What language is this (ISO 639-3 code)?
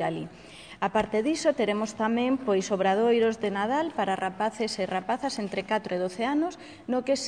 glg